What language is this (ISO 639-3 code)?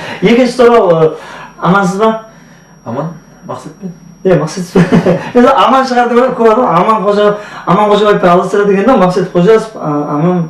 kaa